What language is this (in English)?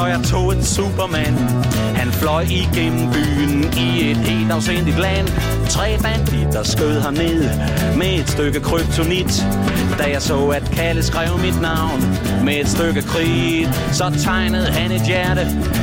Danish